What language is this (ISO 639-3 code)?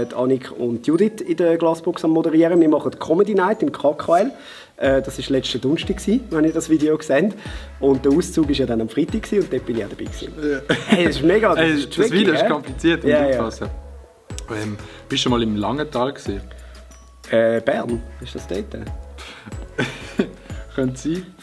gsw